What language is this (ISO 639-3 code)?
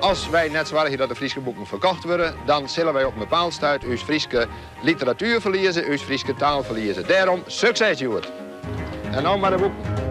fry